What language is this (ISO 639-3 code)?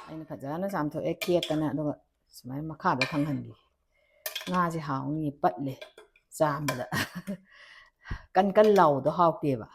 mni